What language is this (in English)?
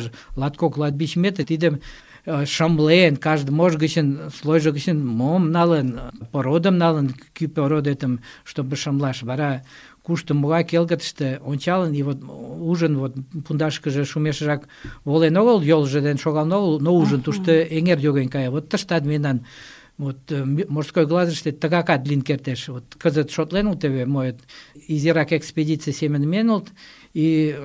Mari